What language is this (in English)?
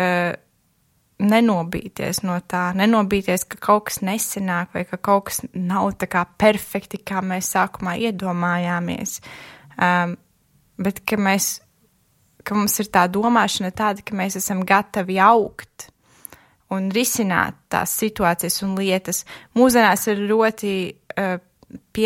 Latvian